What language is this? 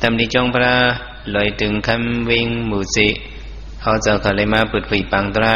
Shan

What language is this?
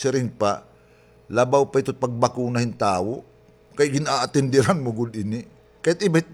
Waray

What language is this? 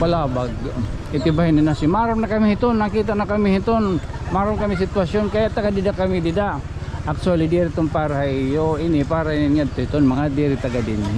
Waray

